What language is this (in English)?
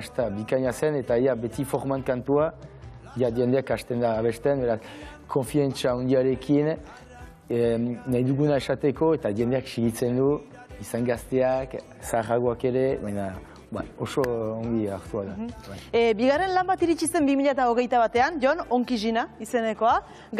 Basque